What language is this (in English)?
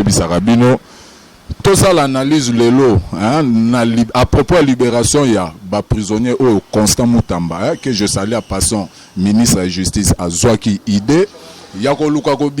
Lingala